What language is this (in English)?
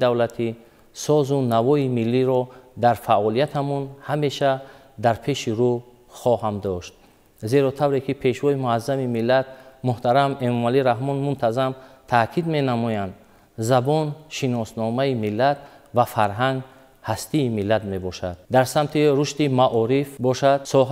Tajik